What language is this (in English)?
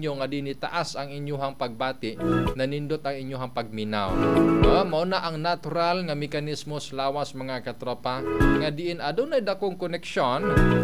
Cebuano